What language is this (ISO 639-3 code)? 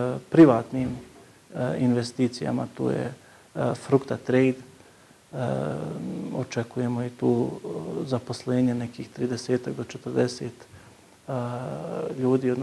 bos